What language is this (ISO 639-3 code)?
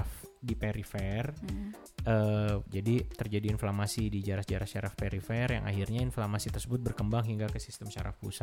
ind